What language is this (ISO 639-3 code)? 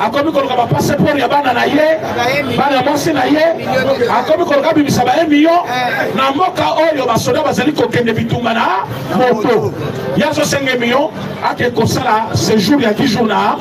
lin